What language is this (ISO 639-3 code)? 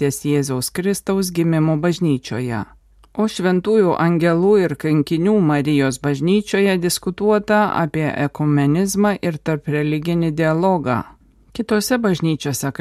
lit